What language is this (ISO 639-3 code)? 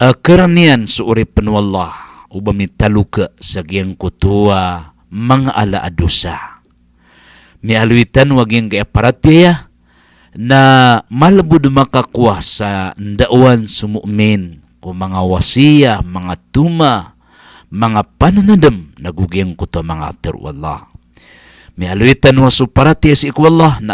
mrw